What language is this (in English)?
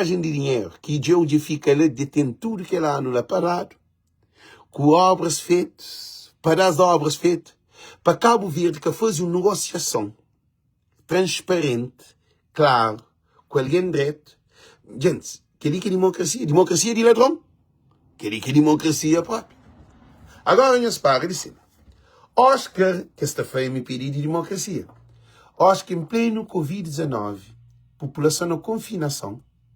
Kabuverdianu